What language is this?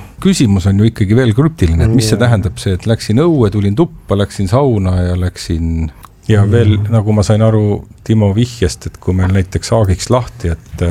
Estonian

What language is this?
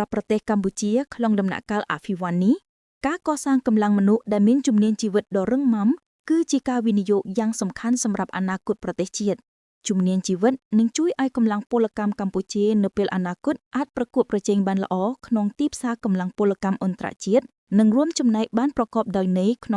Khmer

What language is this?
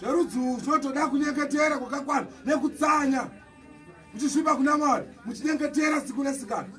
Shona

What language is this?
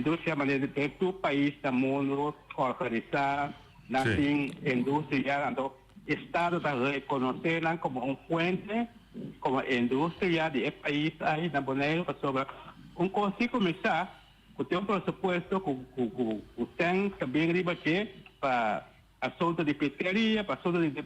Papiamento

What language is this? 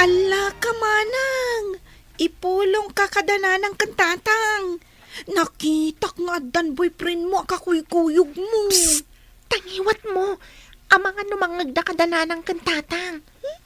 Iloko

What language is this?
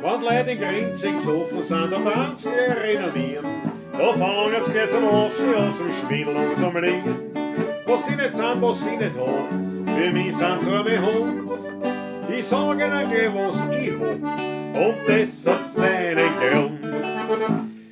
Bavarian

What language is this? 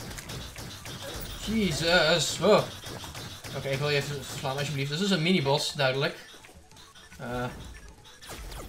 Dutch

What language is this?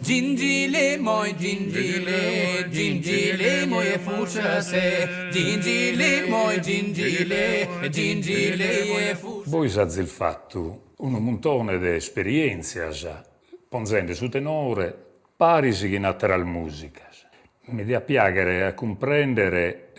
Sardinian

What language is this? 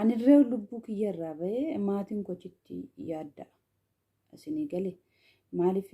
Oromo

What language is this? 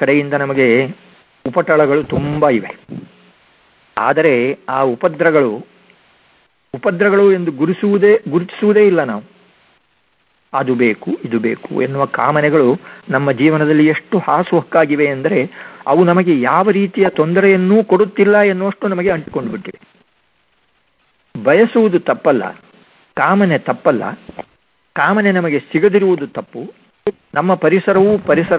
Kannada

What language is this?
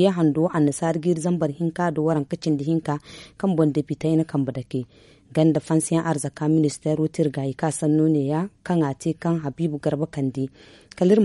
Zarma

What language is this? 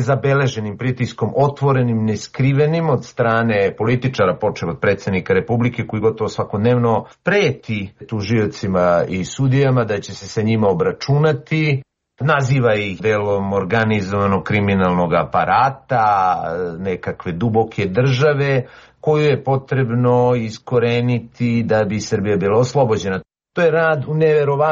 Serbian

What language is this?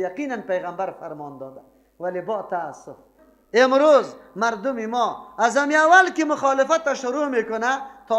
Persian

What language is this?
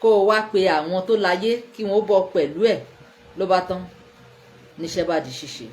Yoruba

